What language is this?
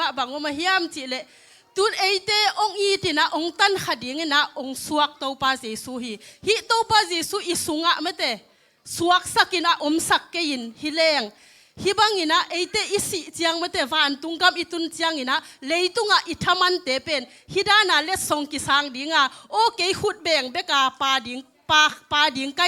Tedim Chin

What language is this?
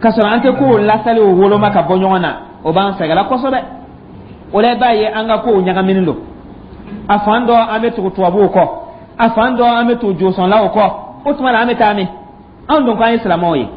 Dyula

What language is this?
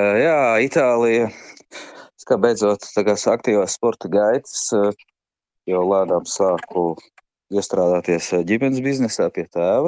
Latvian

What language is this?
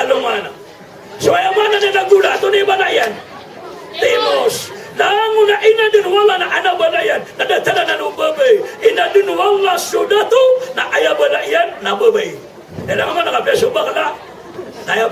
Maranao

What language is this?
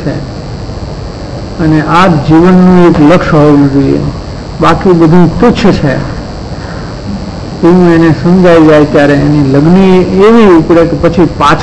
Gujarati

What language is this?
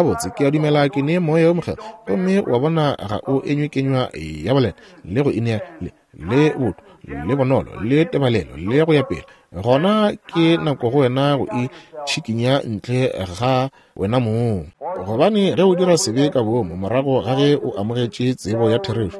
Northern Sotho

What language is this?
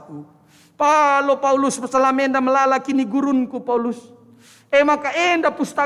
Batak Karo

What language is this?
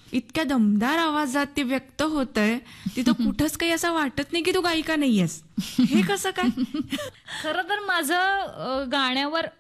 Marathi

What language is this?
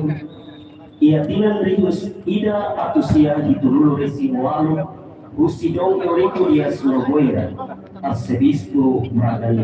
Tetum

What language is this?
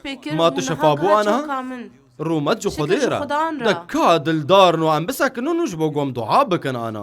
Kurdish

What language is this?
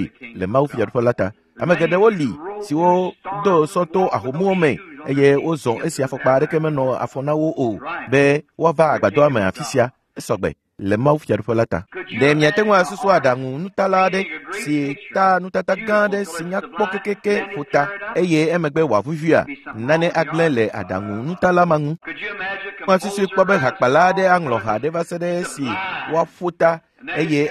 Ewe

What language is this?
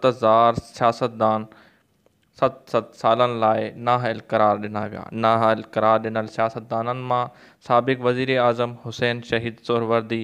Sindhi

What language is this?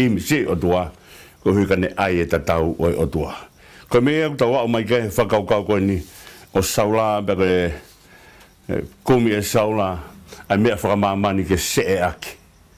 Tongan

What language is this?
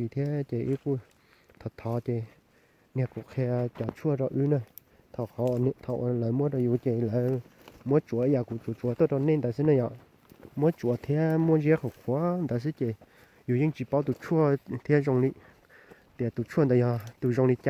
Hmong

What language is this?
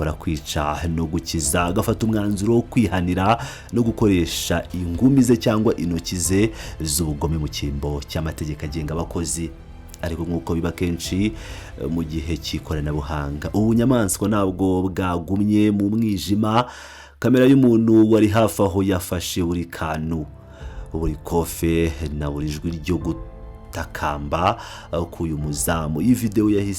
Kinyarwanda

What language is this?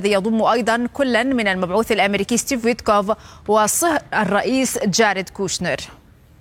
Arabic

